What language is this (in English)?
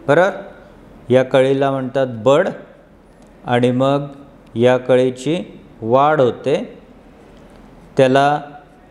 Marathi